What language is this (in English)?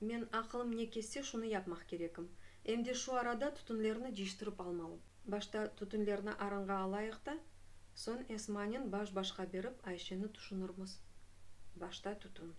Crimean Tatar